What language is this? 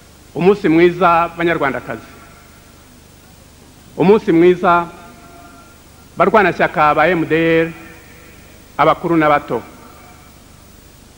Kinyarwanda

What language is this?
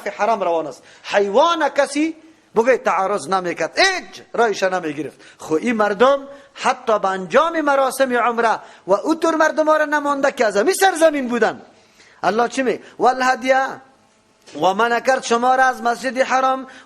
Persian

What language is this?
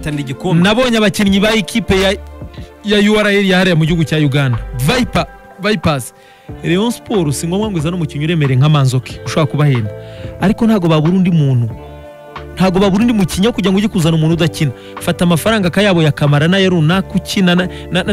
Kinyarwanda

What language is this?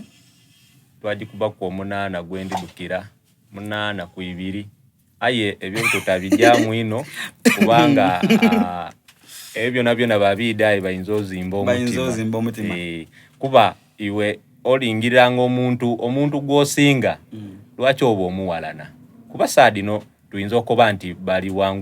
Soga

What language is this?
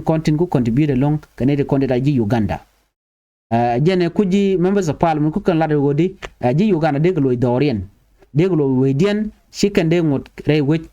Nuer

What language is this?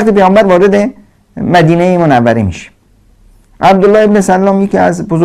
Persian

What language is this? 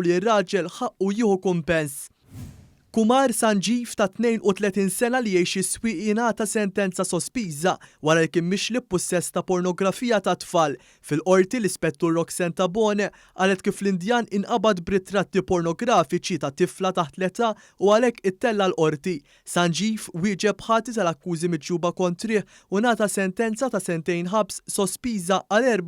Maltese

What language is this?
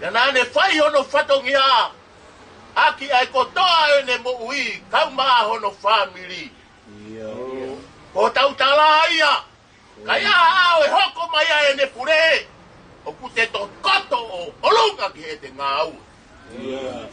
Tongan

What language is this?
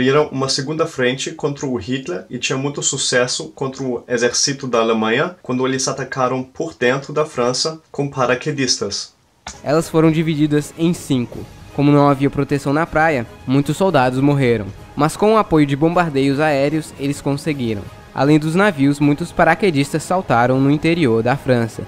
Portuguese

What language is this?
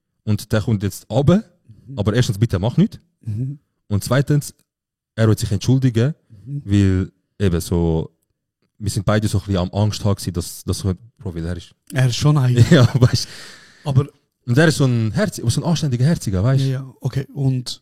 Swiss German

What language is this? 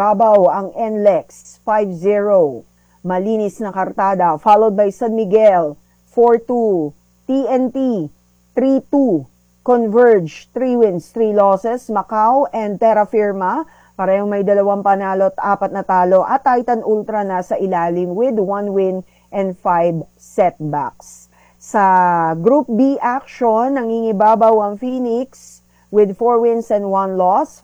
Filipino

